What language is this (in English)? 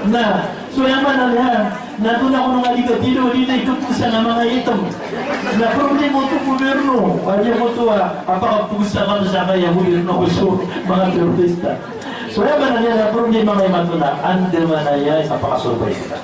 Maranao